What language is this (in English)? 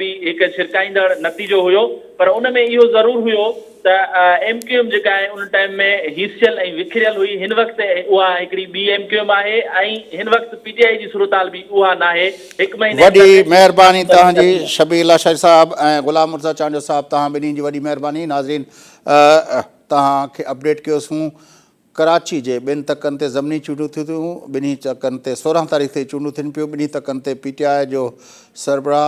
Sindhi